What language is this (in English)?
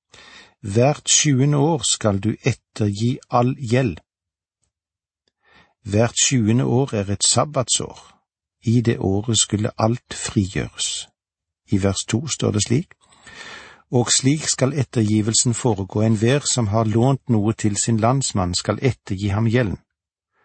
Norwegian